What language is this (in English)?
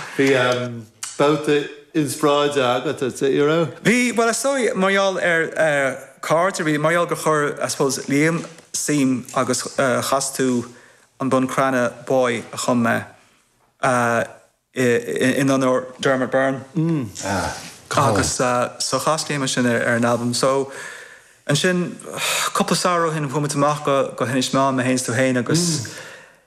Irish